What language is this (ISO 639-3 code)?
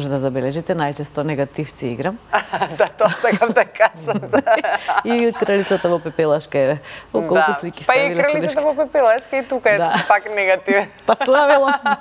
mkd